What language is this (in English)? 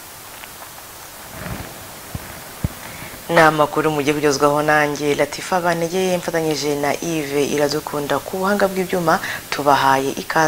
Kinyarwanda